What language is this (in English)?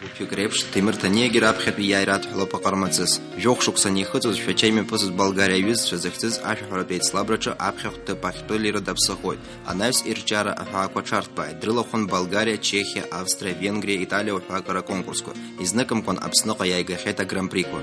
Abkhazian